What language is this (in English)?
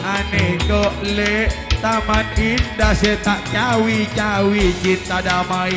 Madurese